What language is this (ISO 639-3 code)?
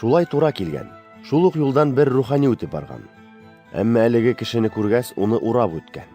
bak